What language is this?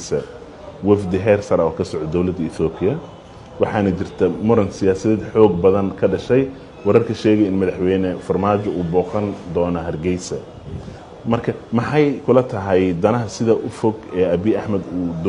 Somali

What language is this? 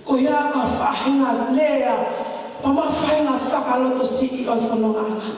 Tongan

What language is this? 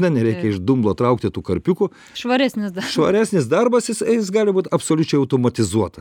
Lithuanian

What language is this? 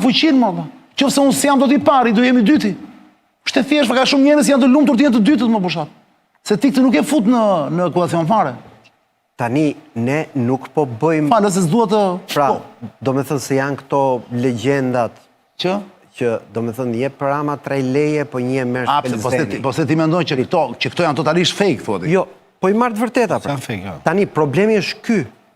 Albanian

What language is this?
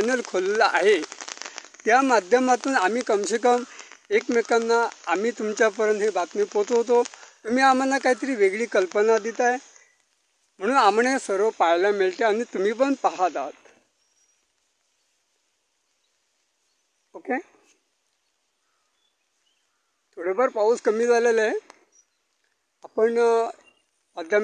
Marathi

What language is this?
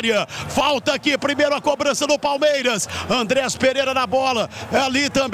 Portuguese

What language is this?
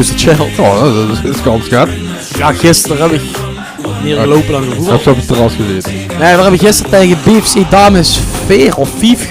Limburgish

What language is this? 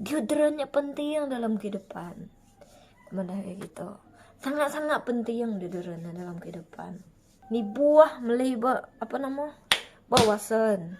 Iban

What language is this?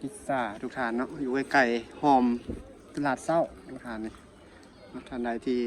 Lao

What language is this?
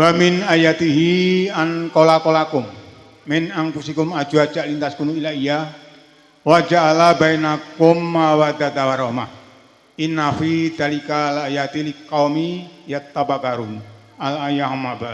Javanese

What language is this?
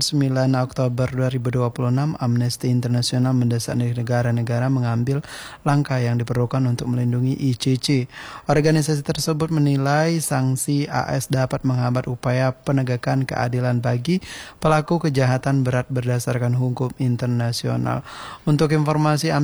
Indonesian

